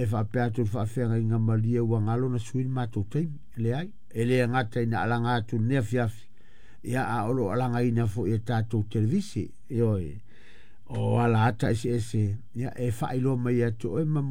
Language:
Samoan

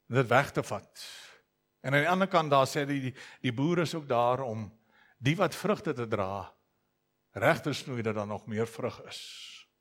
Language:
Afrikaans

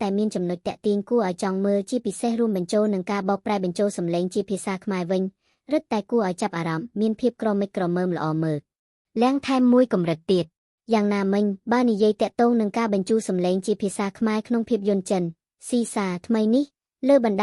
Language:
Khmer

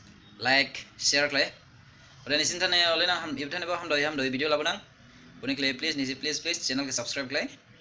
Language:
Dimasa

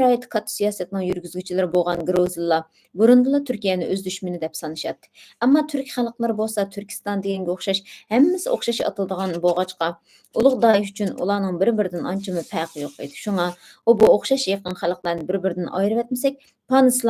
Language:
Uyghur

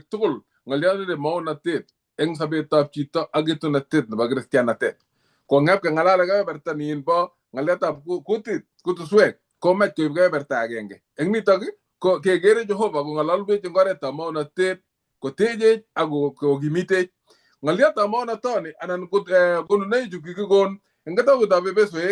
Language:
Kalenjin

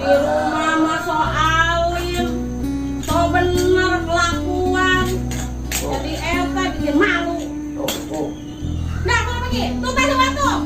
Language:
Betawi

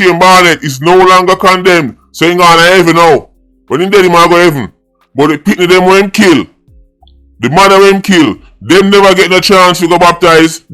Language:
Jamaican Creole English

